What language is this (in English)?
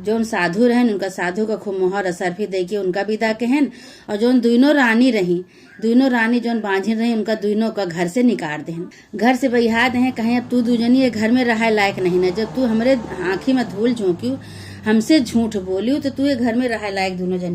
Awadhi